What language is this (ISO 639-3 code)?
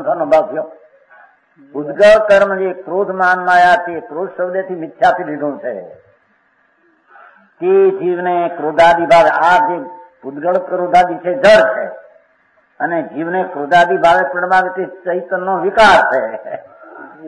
guj